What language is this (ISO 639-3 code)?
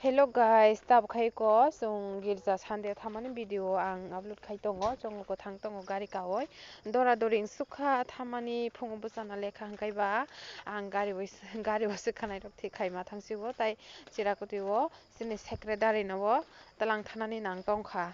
trp